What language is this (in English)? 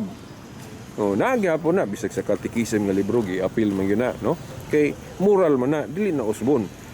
Cebuano